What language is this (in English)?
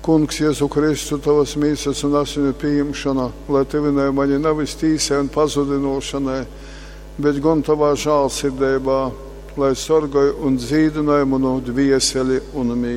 Latgalian